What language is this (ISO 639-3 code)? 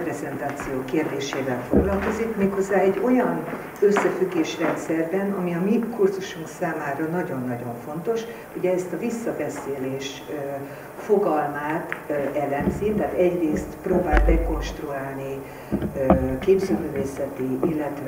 hun